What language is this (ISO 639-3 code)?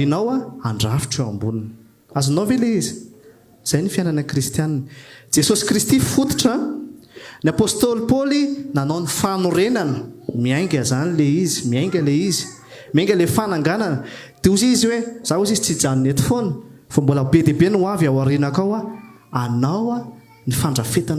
mlg